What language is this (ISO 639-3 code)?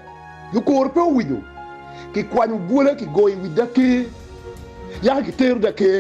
ach